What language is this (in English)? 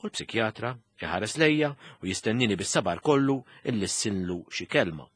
Maltese